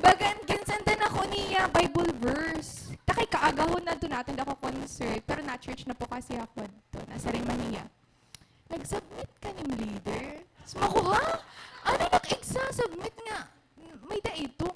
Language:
Waray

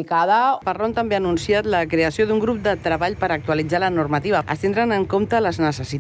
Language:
Catalan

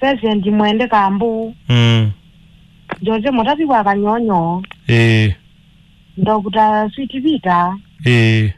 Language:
Kamba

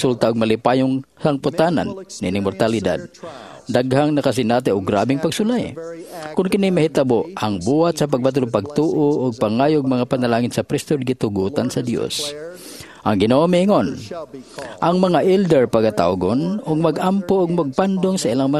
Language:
Cebuano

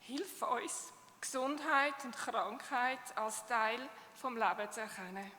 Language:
Swiss German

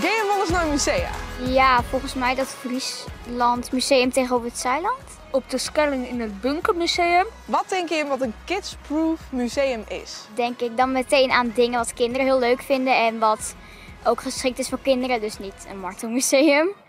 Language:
Western Frisian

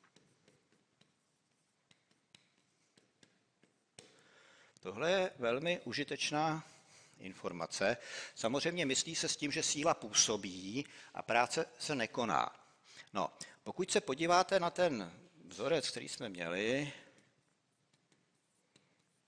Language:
Czech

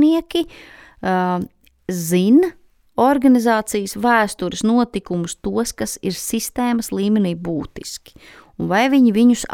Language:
Latvian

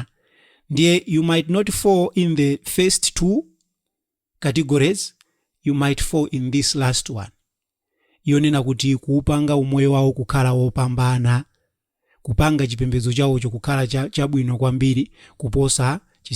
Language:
Nyanja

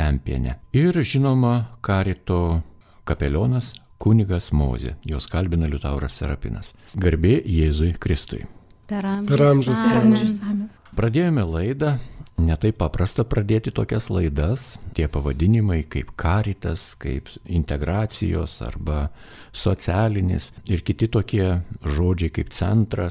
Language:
Lithuanian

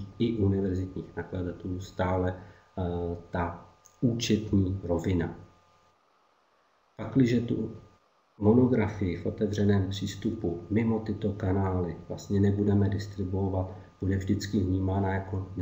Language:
Czech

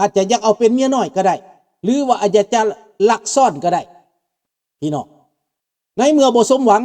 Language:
Lao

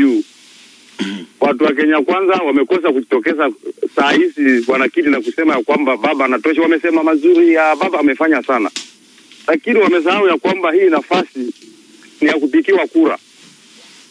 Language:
Swahili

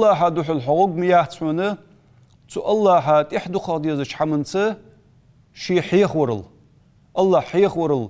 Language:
Ingush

